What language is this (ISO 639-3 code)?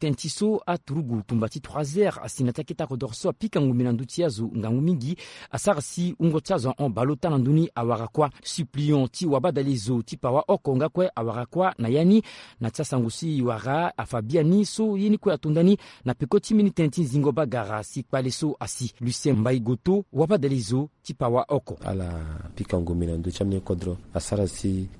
sag